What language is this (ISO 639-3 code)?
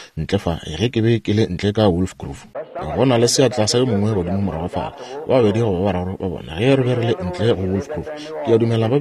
nso